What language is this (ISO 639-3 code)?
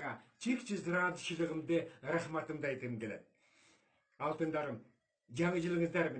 kir